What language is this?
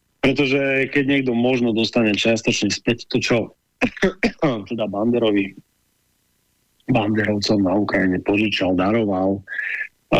Slovak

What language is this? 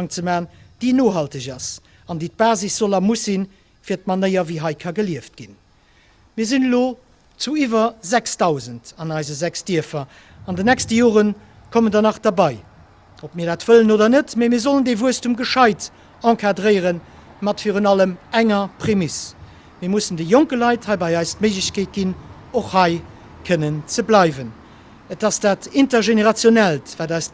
Luxembourgish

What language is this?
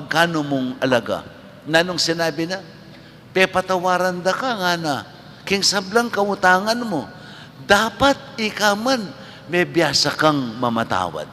Pampanga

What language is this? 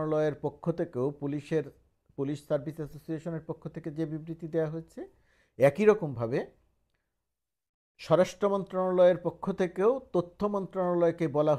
Bangla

